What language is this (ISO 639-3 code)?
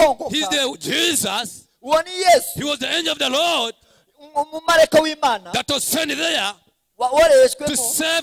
kin